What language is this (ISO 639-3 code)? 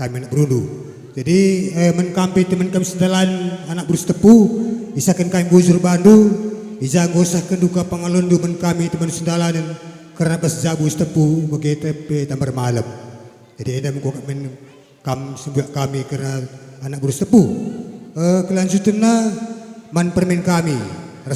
btx